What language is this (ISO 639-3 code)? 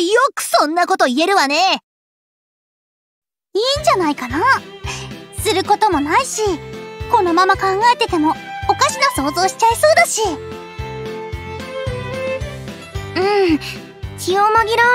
jpn